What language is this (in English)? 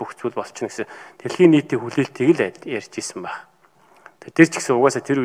Mongolian